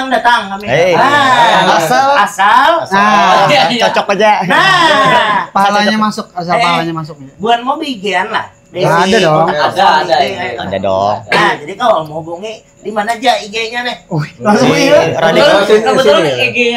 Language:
Banjar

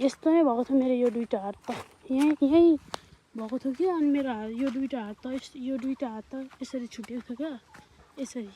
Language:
Nepali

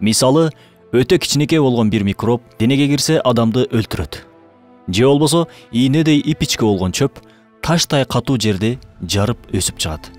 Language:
Kyrgyz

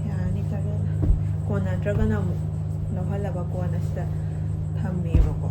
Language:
Manipuri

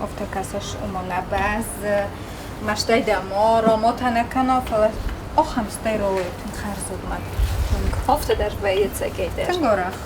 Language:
Ossetic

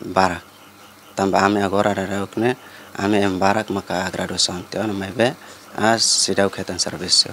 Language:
Tetum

